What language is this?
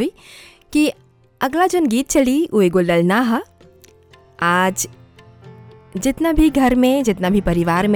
Bhojpuri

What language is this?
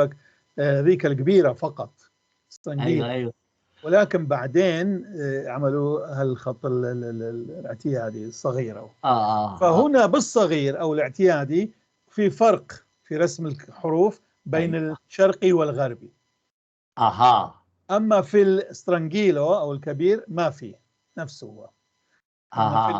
North Levantine Arabic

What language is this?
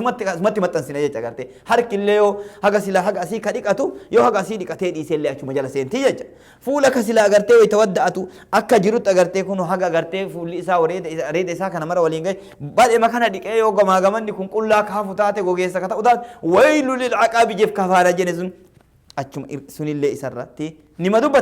Oromo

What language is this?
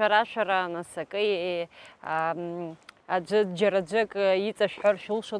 Abkhazian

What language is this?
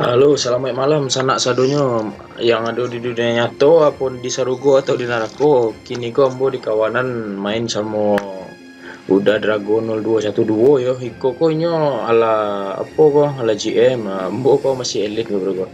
Minangkabau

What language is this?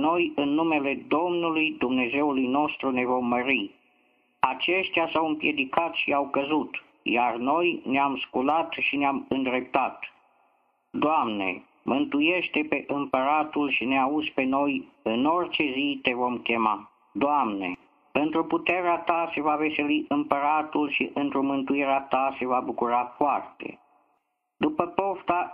Romanian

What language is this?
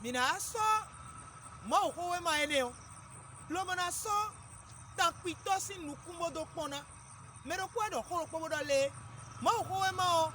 Fon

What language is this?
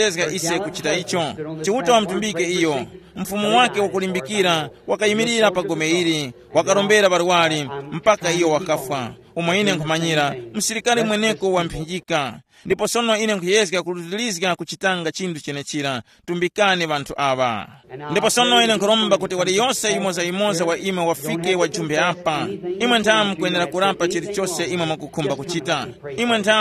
Tumbuka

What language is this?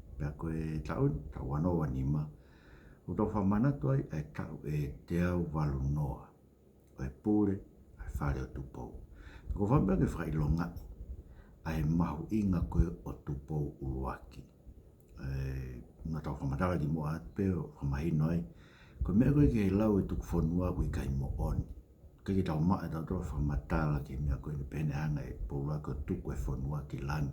Tongan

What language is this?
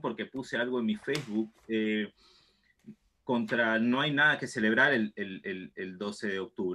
Spanish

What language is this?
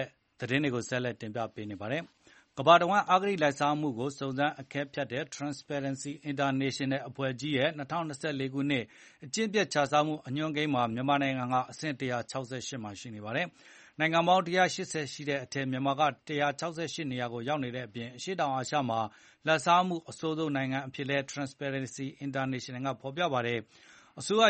Burmese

